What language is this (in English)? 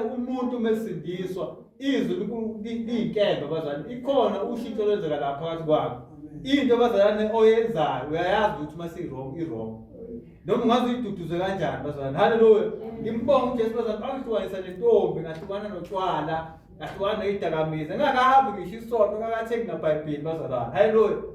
Zulu